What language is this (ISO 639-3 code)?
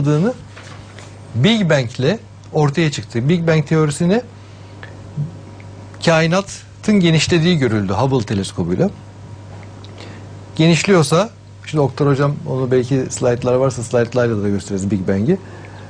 tur